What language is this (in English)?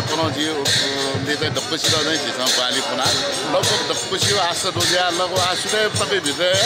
Newari